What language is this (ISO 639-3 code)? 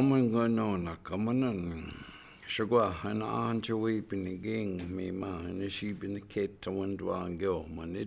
ciw